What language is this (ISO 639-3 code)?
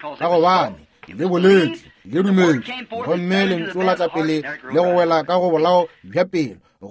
nso